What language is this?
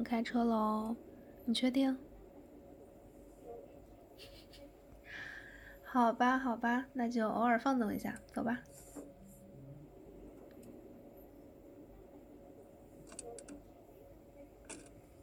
Chinese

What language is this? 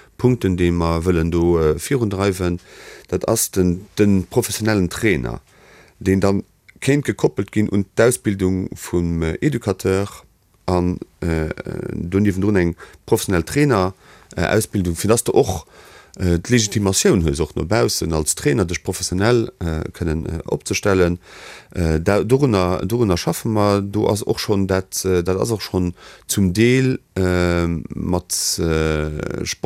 Luxembourgish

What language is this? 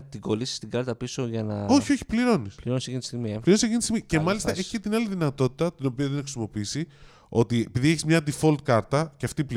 Greek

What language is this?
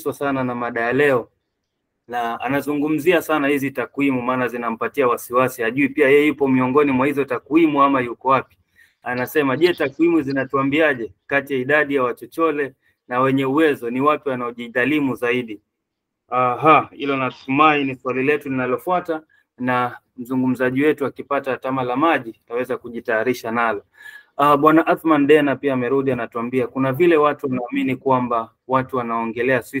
Swahili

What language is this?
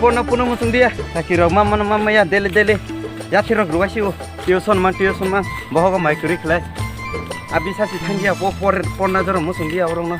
Kok Borok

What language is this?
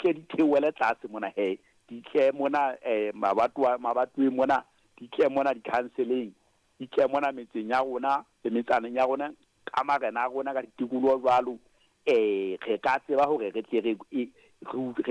Southern Sotho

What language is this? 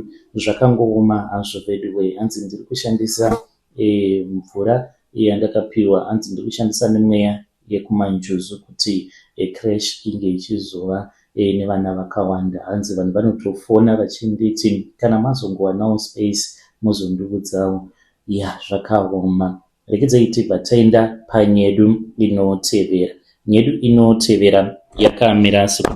Shona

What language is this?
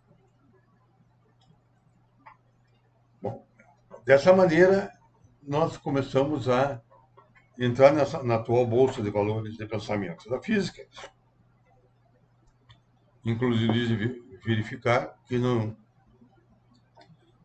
Portuguese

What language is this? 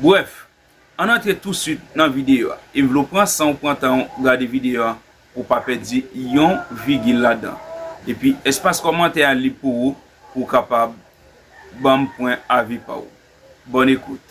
Haitian Creole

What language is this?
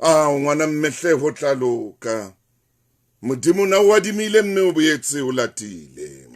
Southern Sotho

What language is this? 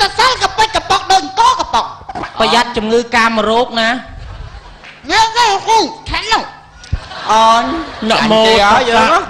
Khmer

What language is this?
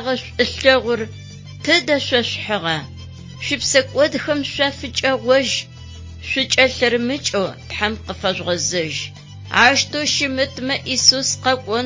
Adyghe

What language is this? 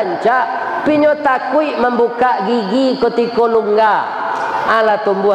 Minangkabau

